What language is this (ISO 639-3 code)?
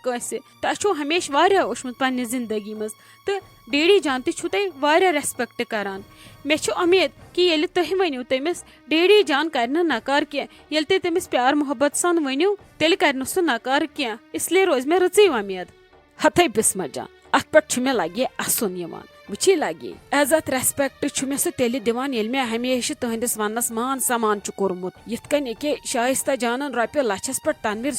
kas